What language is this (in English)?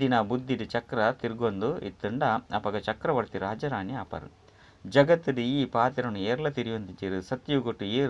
Tulu